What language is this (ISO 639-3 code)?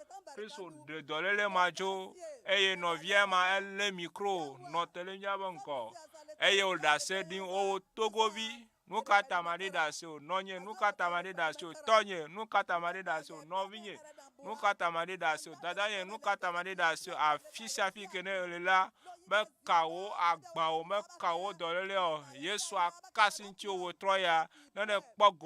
ewe